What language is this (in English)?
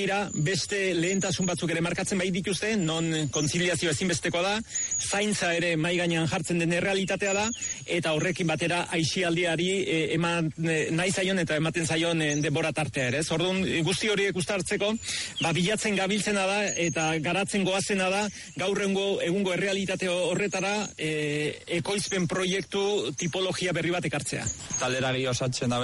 Basque